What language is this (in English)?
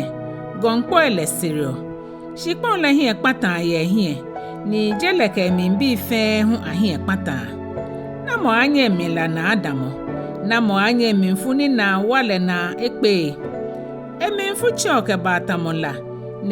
Ga